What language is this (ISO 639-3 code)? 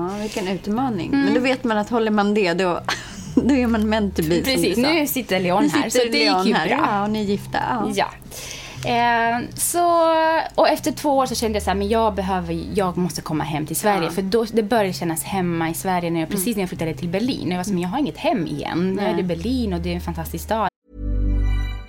swe